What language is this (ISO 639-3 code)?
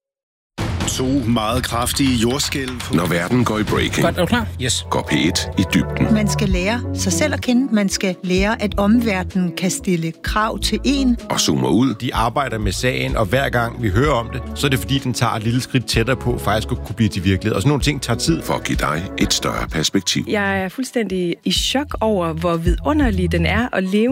dan